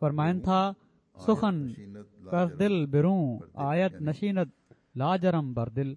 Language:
Sindhi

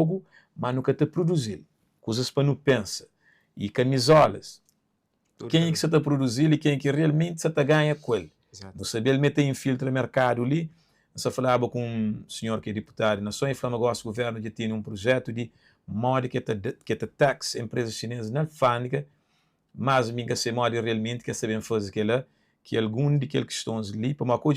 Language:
Kabuverdianu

